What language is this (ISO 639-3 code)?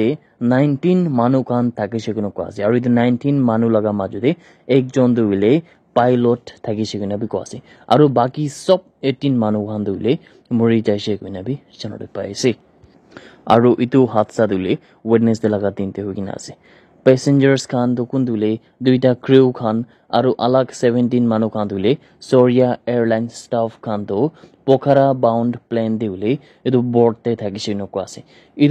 nag